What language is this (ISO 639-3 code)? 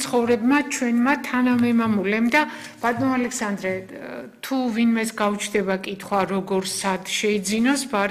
kat